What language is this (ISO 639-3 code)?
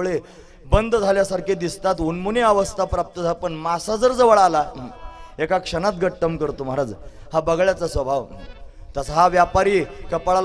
mar